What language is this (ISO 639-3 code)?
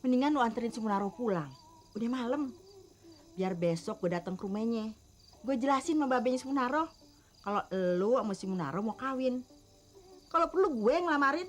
bew